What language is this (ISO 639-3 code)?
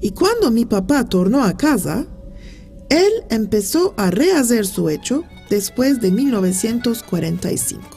lad